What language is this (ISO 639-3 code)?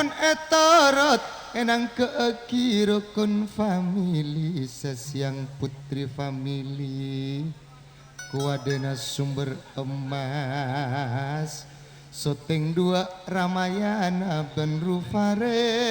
mad